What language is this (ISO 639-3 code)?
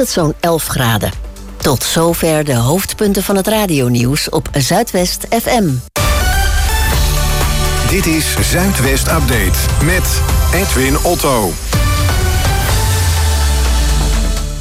nld